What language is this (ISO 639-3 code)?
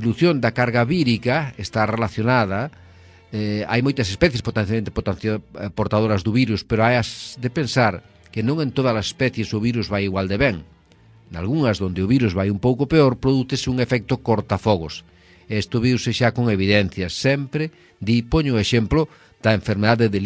glg